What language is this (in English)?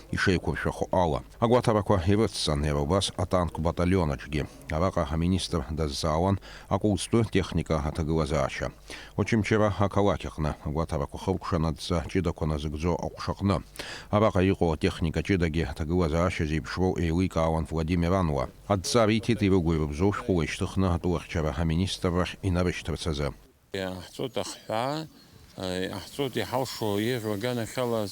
Abkhazian